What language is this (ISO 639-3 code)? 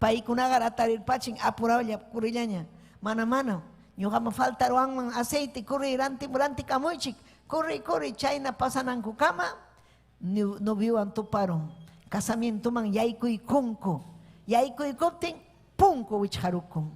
quy